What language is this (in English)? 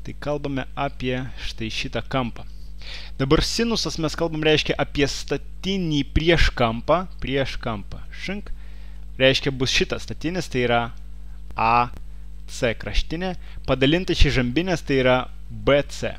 Lithuanian